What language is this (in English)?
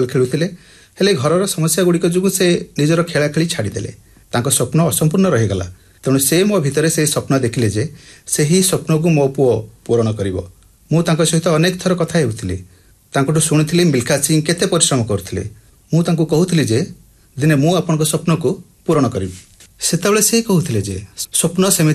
Odia